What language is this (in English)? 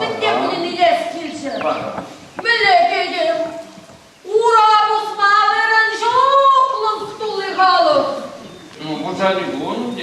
Chuvash